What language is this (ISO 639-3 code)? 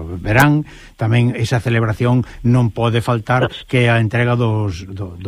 glg